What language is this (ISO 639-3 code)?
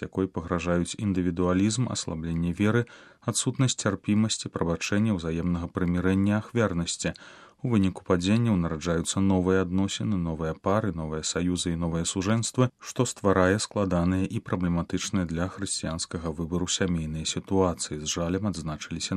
bel